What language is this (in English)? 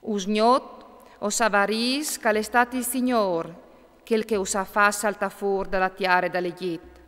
Friulian